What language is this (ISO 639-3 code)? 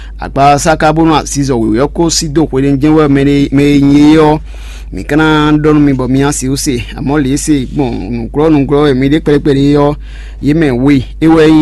fon